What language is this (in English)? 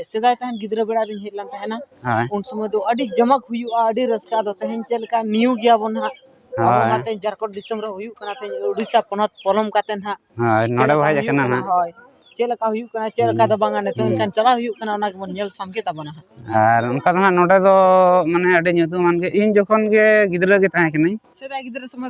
Santali